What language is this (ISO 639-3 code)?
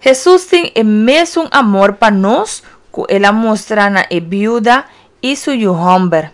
pap